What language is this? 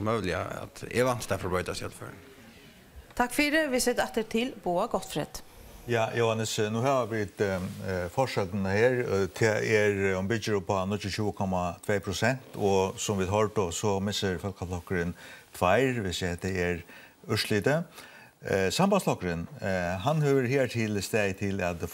Faroese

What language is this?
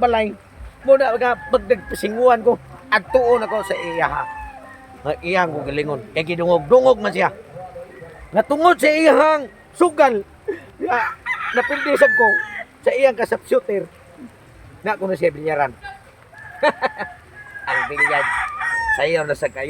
Cebuano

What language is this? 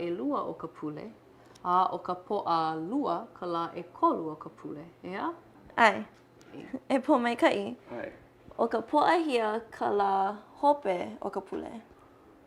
Hawaiian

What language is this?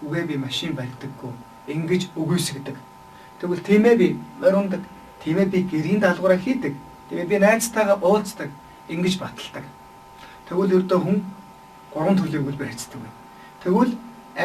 Mongolian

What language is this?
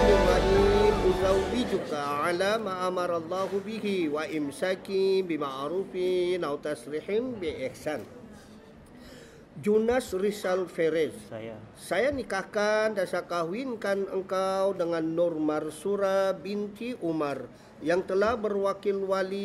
Malay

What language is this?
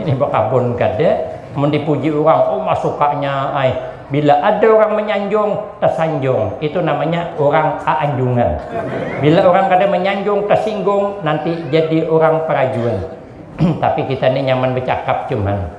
Banjar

